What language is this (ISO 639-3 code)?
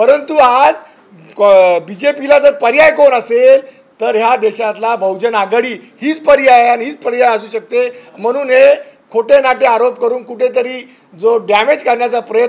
mar